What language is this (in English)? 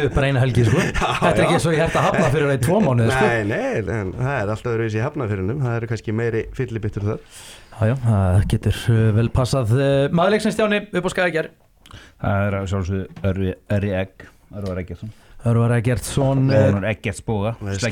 Icelandic